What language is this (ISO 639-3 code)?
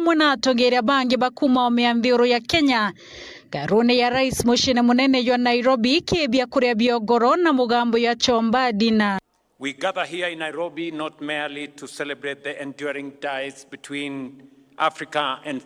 mer